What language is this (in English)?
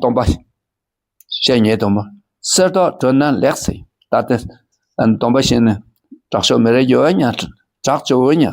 Dakpakha